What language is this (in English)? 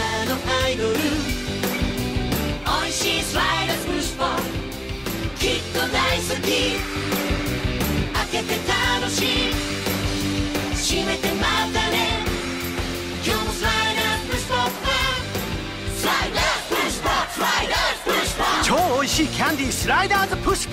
Japanese